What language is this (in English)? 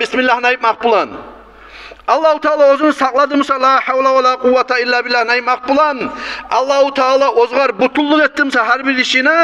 Kumyk